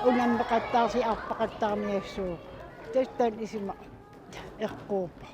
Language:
Kalaallisut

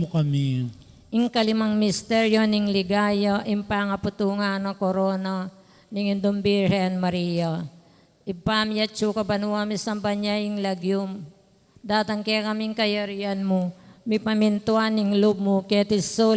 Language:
Pampanga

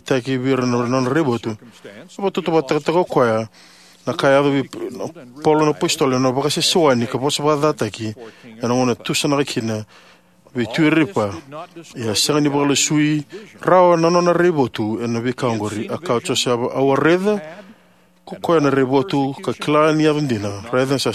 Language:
Fijian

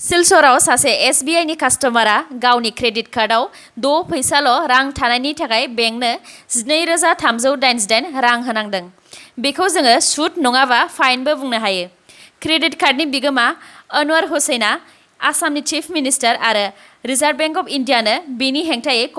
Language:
Bodo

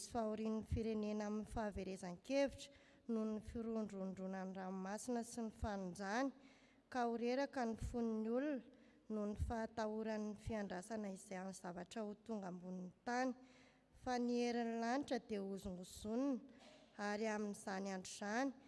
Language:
Malagasy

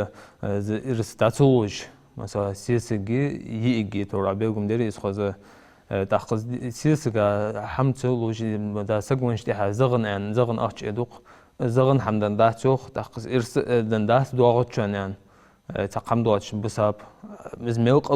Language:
Ingush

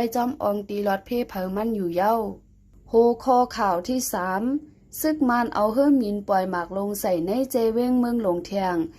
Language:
Shan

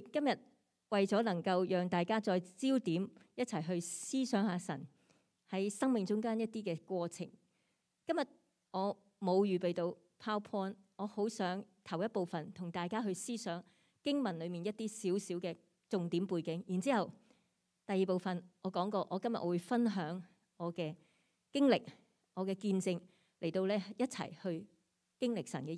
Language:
Cantonese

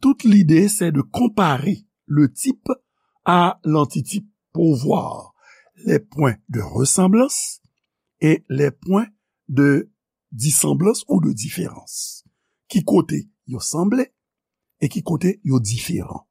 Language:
Haitian Creole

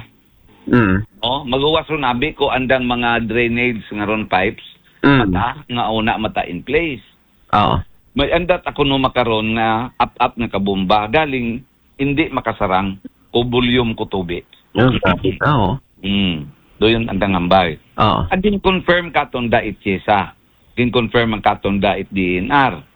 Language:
Aklanon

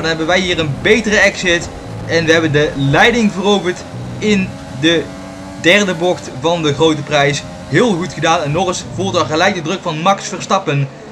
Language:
Dutch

